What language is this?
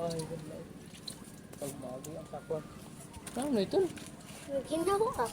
Waray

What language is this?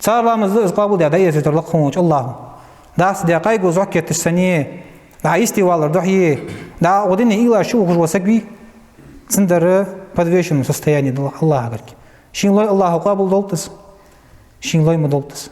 Ingush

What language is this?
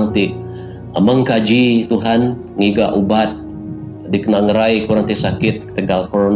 Iban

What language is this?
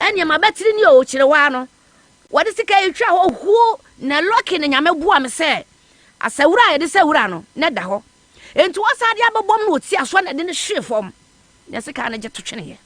Akan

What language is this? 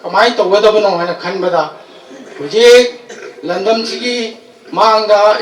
Manipuri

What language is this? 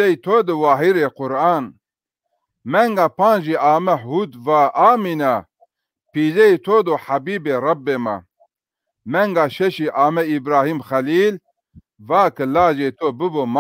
Zaza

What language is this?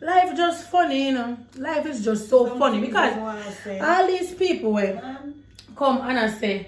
Jamaican Creole English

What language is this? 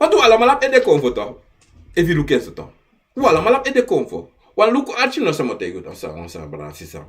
Sranan Tongo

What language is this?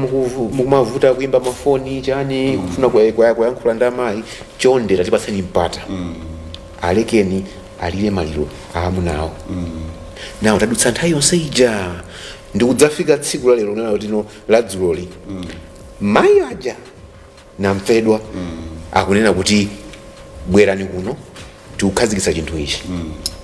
Nyanja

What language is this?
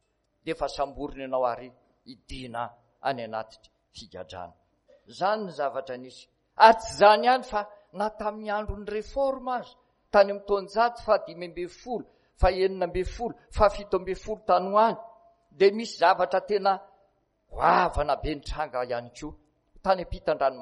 Malagasy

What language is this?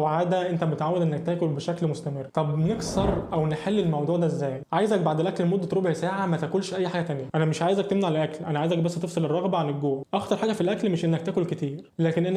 Egyptian Arabic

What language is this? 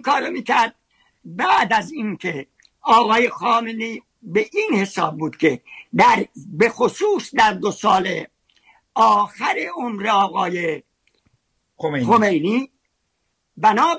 Persian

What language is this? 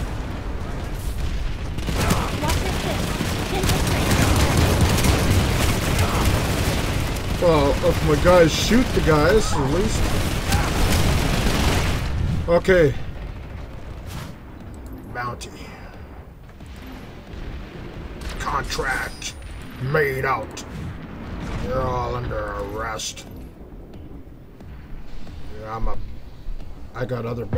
English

